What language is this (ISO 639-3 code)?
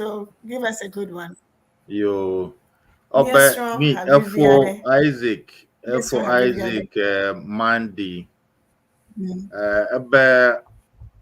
ewe